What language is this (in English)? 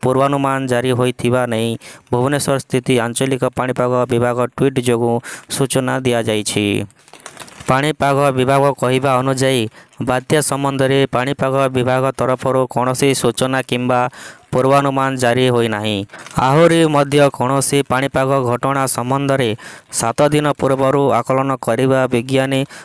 Odia